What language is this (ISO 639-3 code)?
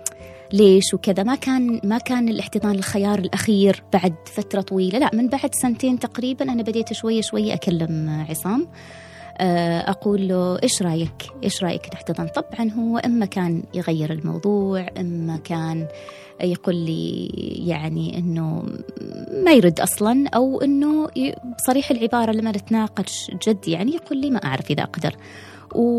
afb